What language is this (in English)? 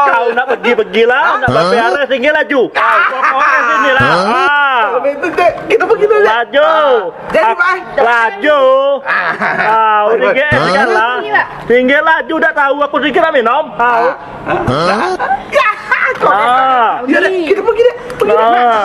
Musi